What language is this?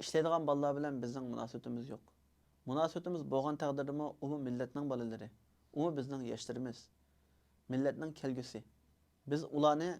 Uyghur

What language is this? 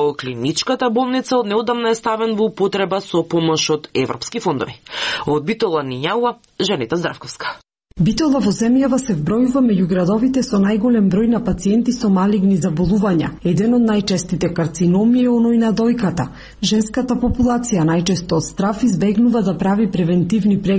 Macedonian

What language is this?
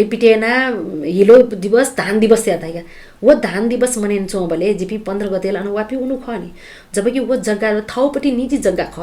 Newari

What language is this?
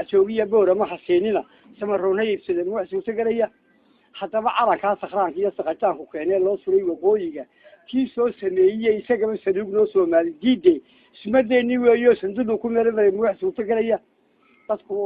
Somali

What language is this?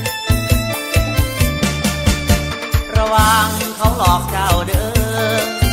Thai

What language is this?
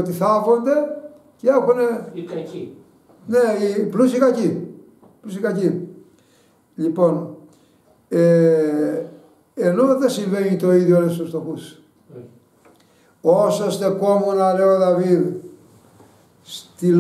Greek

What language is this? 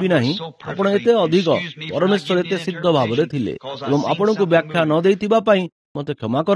Odia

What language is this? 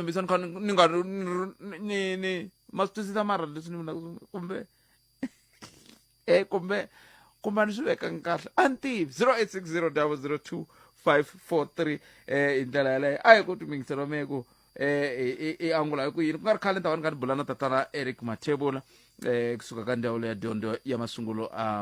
Tsonga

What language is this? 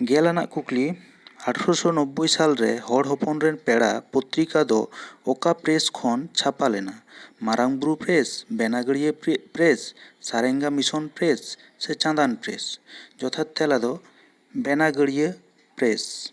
Santali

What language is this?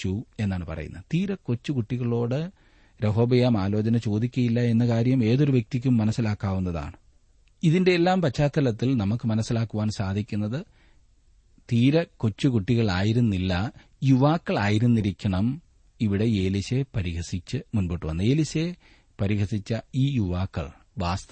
Malayalam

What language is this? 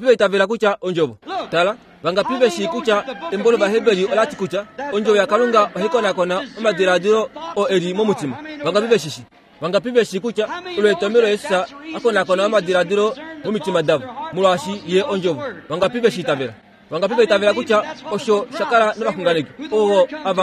Kuanyama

